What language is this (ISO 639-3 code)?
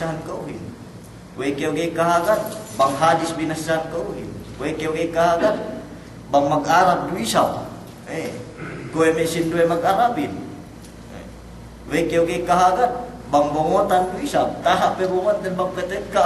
yka